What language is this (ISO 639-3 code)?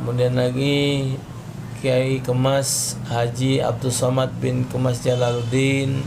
mui